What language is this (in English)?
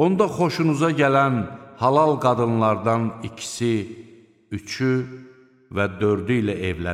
Azerbaijani